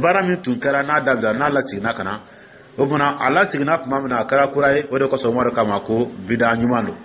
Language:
Dyula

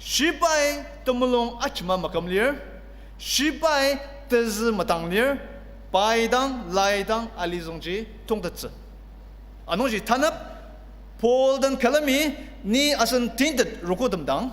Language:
Ao Naga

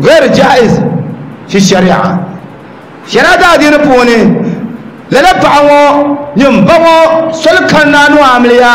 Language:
Dagbani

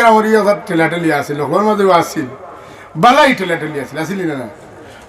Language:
Sylheti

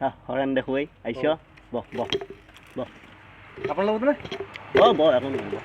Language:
Assamese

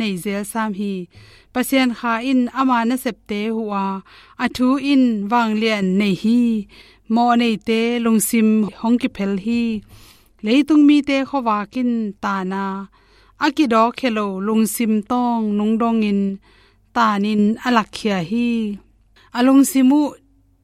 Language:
Tedim Chin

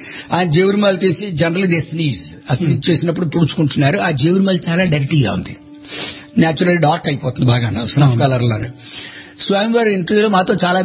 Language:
Telugu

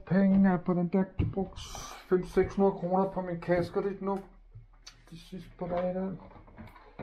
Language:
Danish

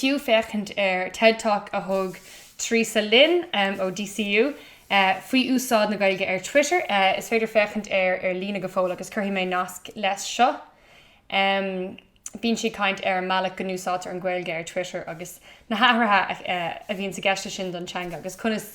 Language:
Irish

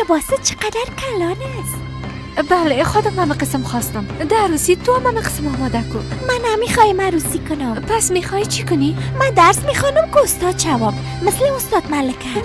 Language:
Persian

